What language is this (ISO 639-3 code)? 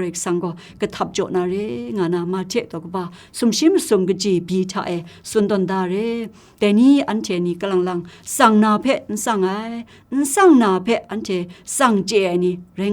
kac